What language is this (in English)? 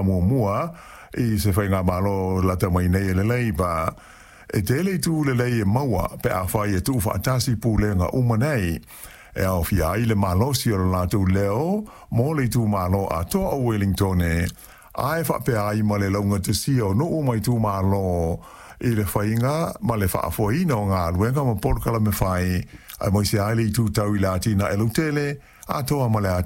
Samoan